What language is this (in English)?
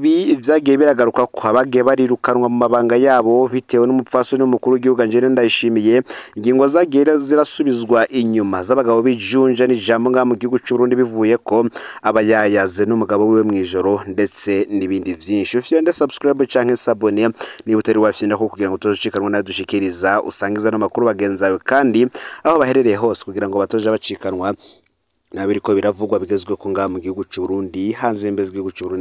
Rundi